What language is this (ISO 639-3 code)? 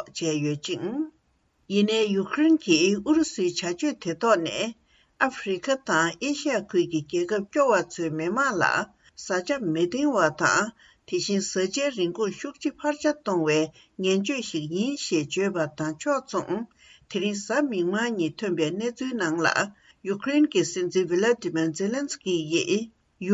bod